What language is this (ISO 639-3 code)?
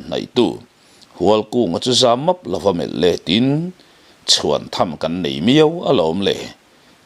lus